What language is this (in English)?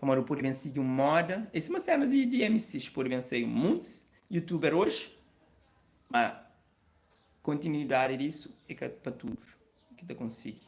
Kabuverdianu